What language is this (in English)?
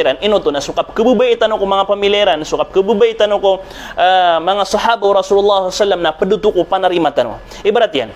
Maranao